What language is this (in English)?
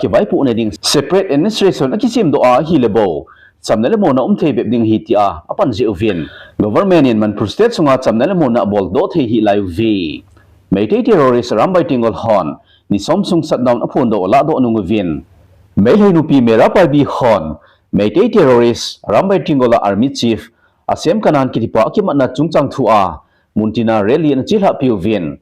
Thado Chin